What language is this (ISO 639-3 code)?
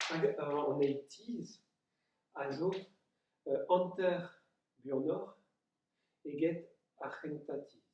bre